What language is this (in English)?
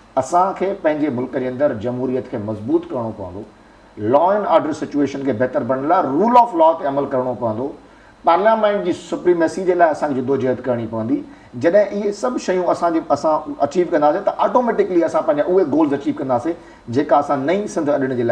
Sindhi